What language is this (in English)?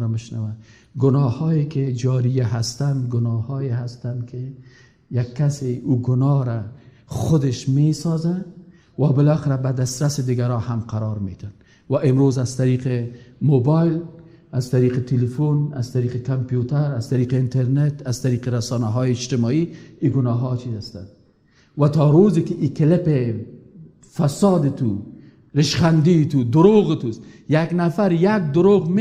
Persian